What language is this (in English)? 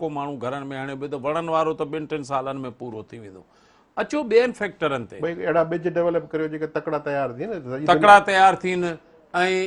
Sindhi